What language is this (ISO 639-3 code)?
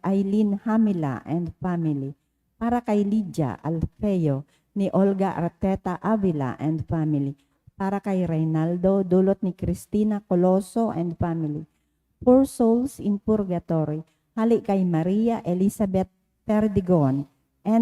bik